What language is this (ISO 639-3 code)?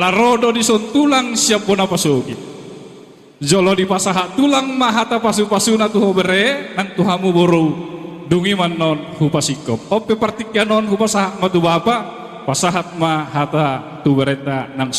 bbc